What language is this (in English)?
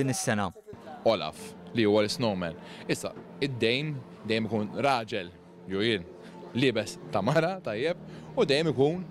Maltese